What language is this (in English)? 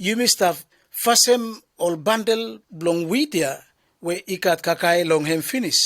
Bislama